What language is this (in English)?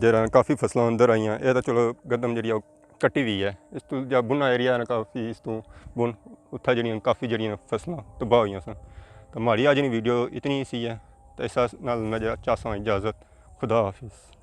Pahari-Potwari